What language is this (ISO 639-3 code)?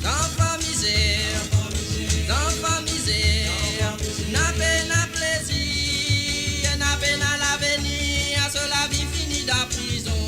mfe